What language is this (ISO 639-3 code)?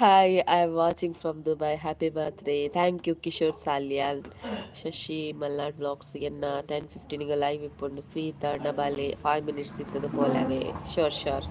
tcy